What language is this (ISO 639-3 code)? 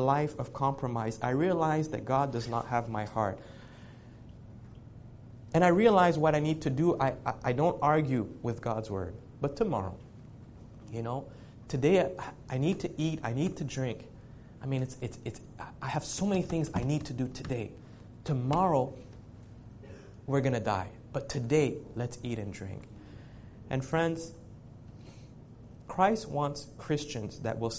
eng